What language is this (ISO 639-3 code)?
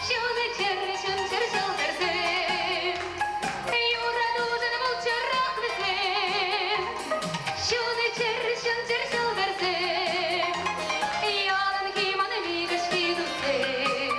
chv